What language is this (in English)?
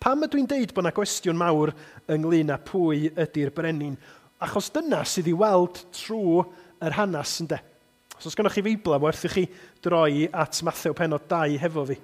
Welsh